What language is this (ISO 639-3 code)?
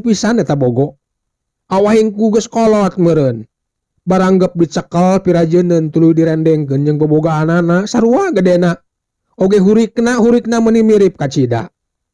sun